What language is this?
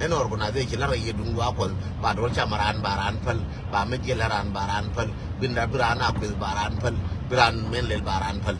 Nuer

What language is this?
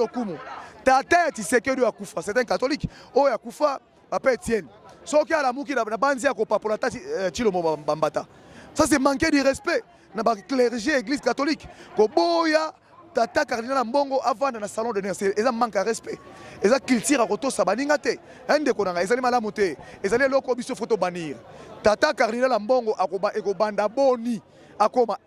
Lingala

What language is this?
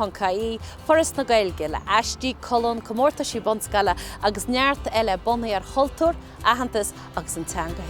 Irish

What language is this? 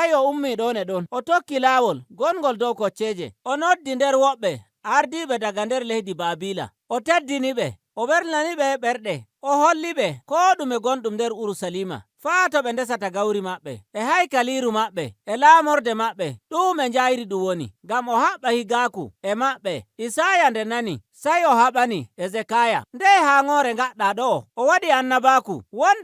Nigerian Fulfulde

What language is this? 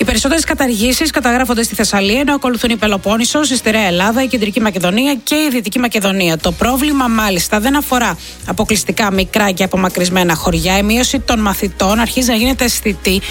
Greek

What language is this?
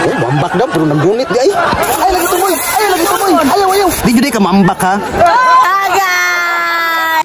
Cebuano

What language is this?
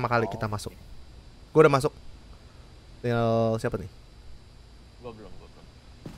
Indonesian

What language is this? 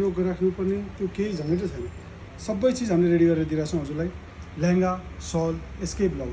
Nepali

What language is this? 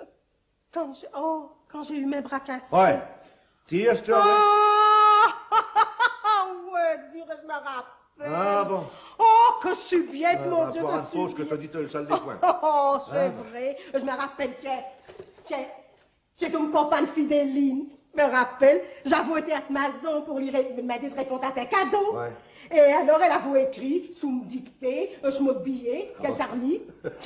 Picard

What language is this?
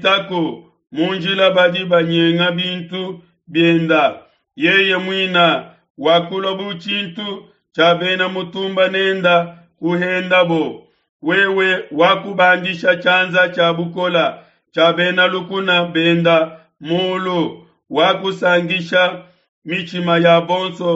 Luba-Lulua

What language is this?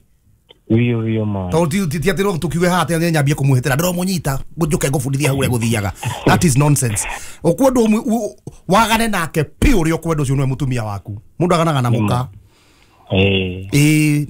Kikuyu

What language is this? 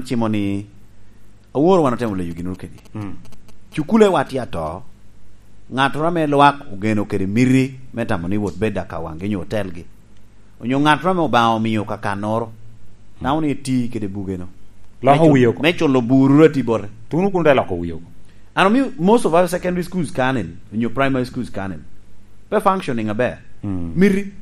Lango (Uganda)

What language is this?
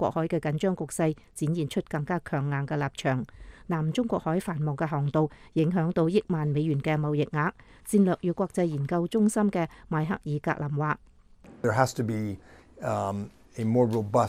Cantonese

